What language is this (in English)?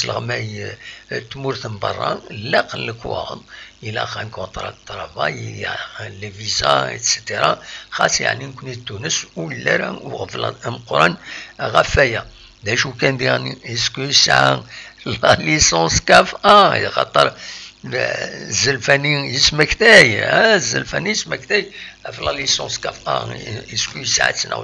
Kabyle